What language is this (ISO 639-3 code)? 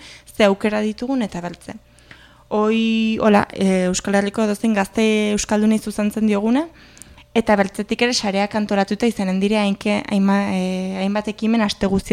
eus